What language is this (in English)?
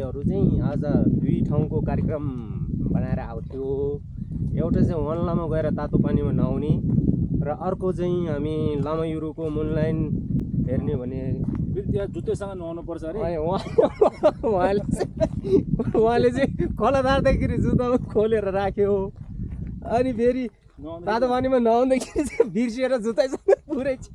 Nepali